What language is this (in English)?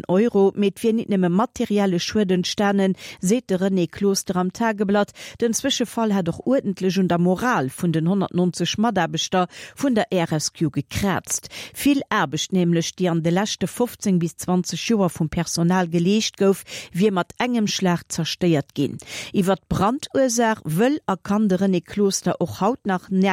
Luxembourgish